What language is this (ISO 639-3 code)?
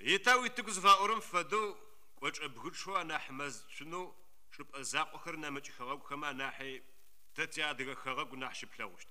ady